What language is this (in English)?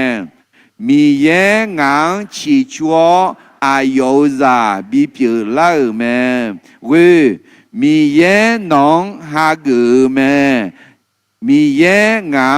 Akha